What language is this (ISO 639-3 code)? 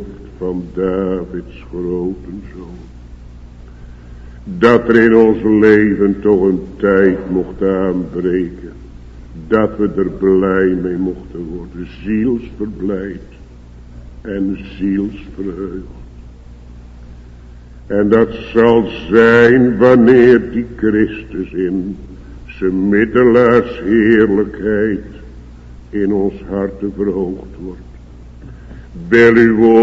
nld